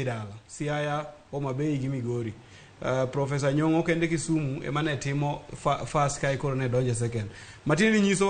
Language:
Luo (Kenya and Tanzania)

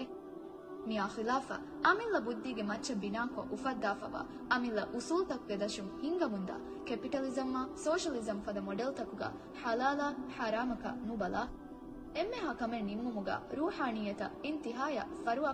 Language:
Divehi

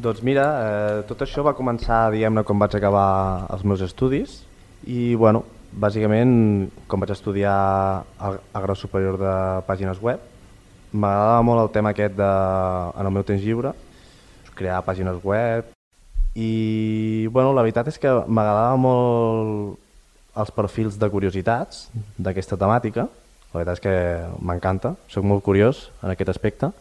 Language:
Catalan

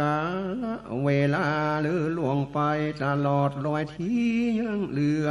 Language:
Northern Thai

